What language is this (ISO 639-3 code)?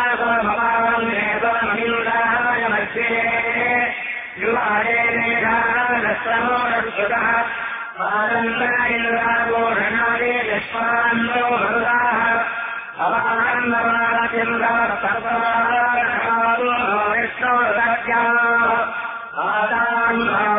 tel